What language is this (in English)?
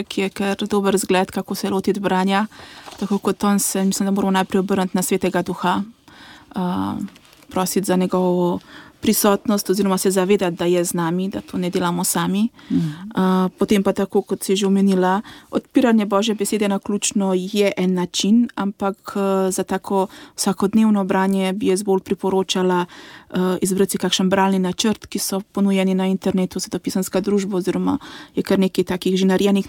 Slovenian